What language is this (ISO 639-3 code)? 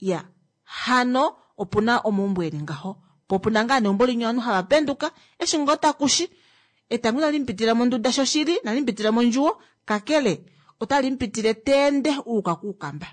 kua